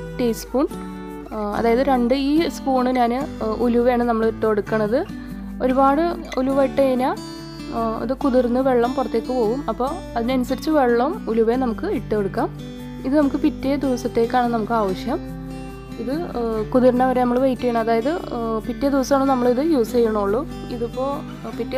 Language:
Malayalam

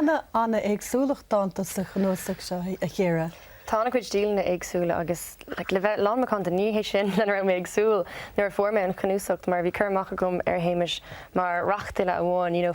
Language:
Irish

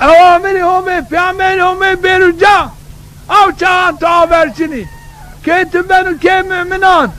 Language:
Zaza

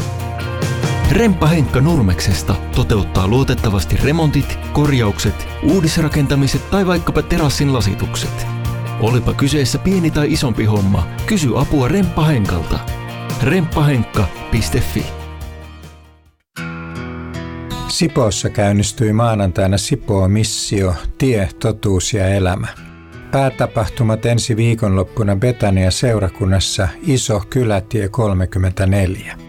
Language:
Finnish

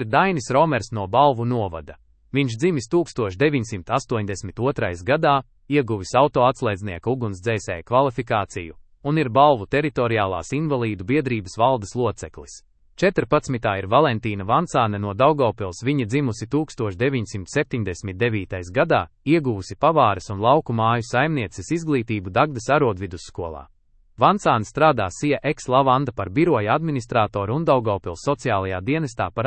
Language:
Latvian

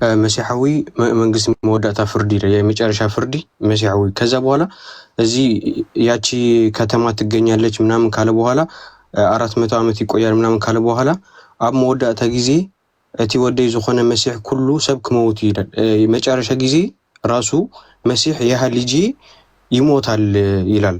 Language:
Amharic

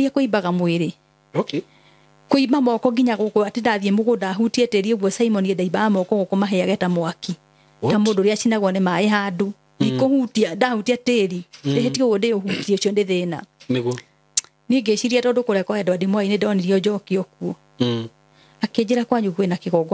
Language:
Kikuyu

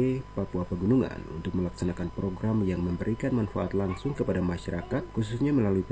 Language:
Indonesian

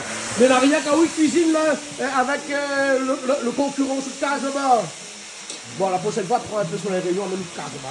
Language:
Réunion Creole French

